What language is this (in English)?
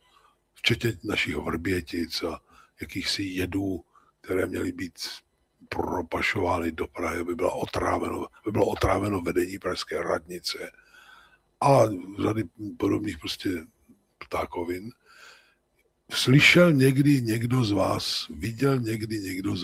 Czech